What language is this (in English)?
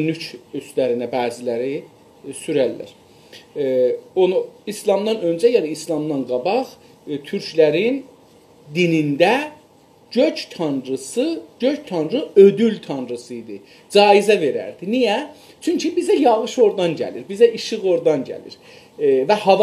South Azerbaijani